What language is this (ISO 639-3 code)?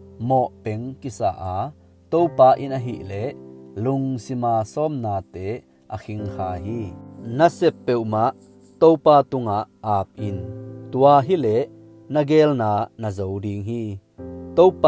ctd